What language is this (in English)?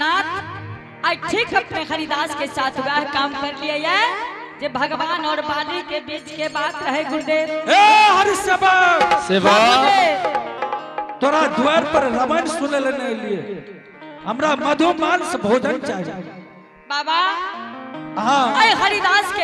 Angika